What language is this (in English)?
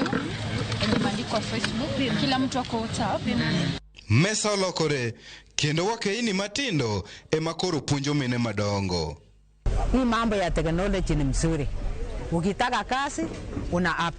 Luo (Kenya and Tanzania)